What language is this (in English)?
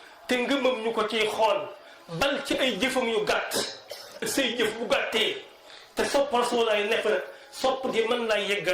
Wolof